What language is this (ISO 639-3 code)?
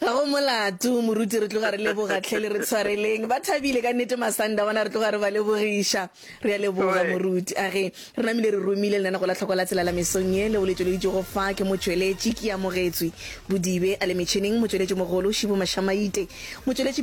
nso